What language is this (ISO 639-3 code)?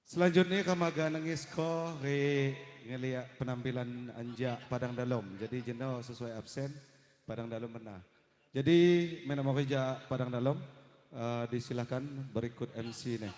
ljp